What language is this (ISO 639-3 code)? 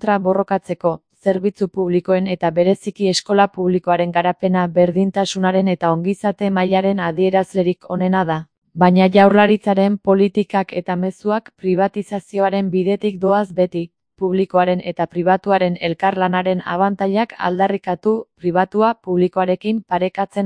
eus